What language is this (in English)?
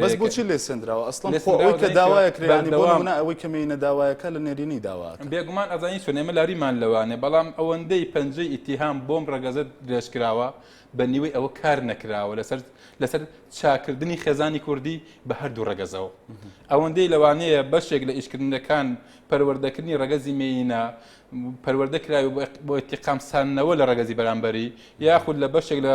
Central Kurdish